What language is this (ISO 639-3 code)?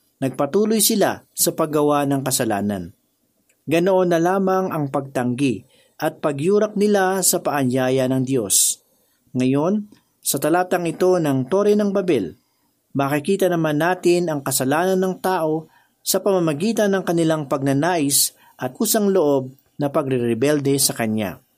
fil